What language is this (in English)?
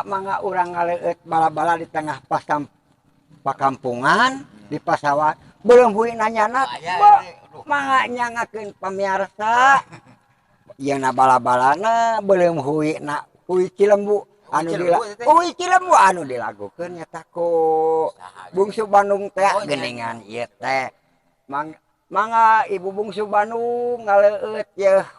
Sundanese